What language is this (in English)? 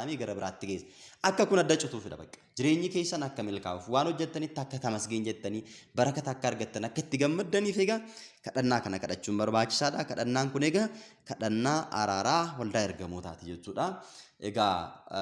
Oromo